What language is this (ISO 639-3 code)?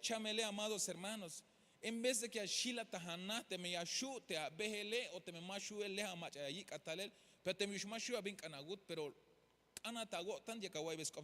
tzh